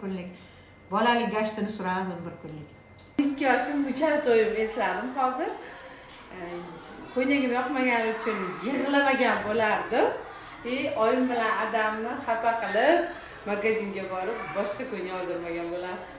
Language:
Uzbek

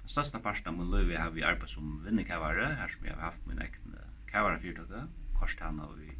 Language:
Faroese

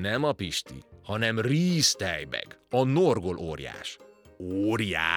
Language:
Hungarian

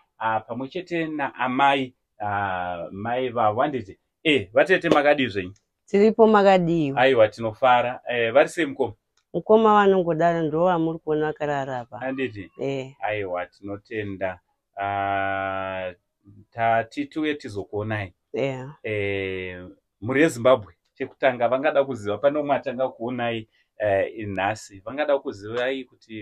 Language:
Shona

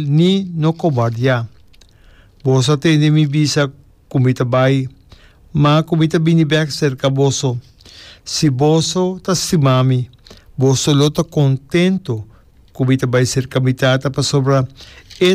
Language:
Papiamento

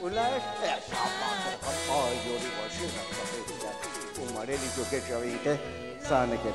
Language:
Kekchí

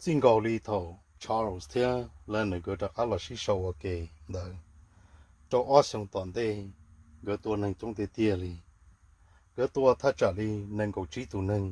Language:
Hmong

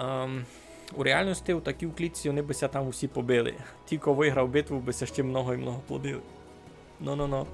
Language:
Rusyn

